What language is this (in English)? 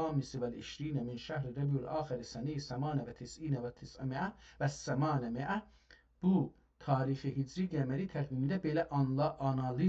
South Azerbaijani